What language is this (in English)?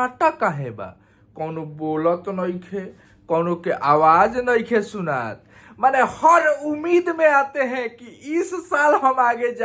Bhojpuri